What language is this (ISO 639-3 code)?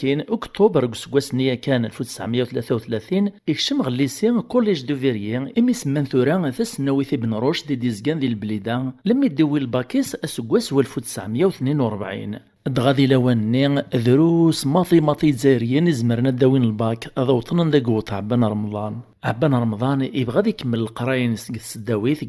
kab